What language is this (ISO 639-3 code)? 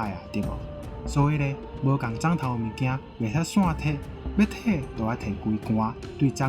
nan